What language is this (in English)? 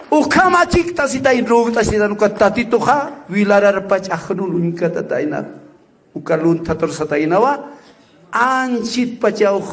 Aymara